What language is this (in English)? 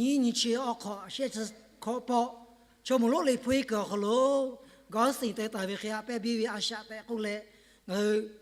Lahu